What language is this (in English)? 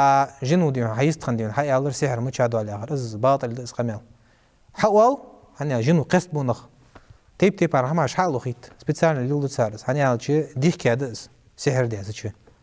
Ingush